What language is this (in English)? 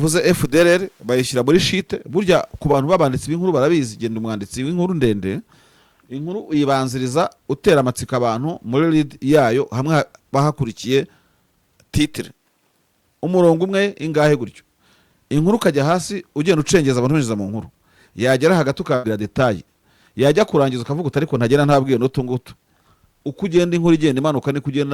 Kinyarwanda